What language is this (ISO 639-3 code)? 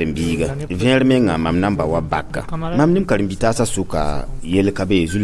mos